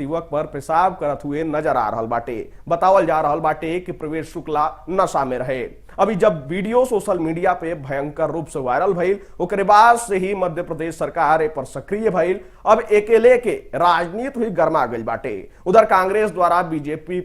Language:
Bhojpuri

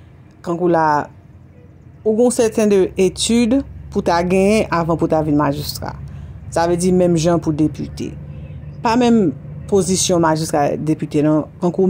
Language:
Haitian Creole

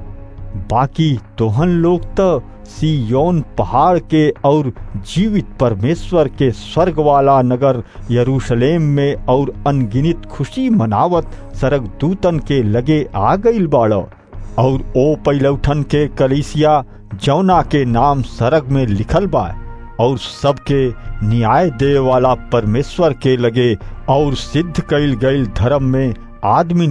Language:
Bhojpuri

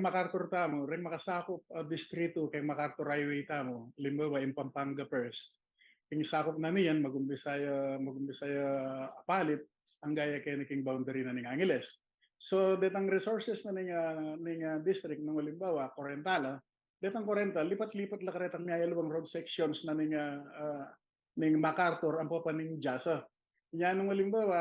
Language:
Pampanga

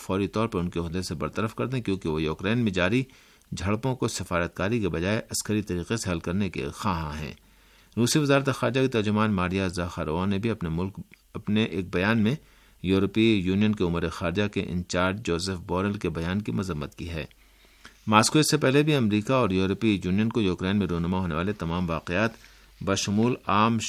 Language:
Urdu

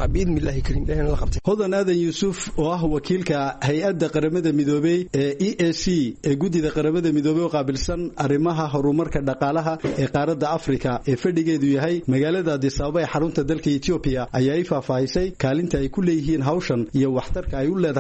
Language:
Somali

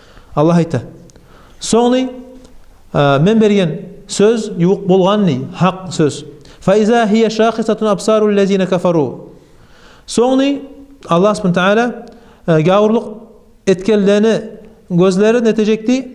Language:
Kumyk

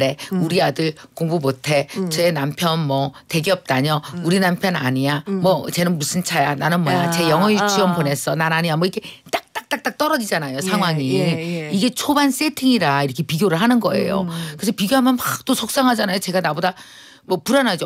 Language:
Korean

